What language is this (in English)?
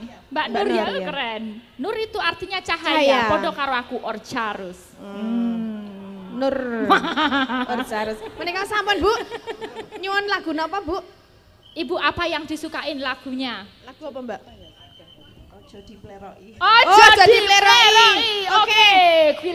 Javanese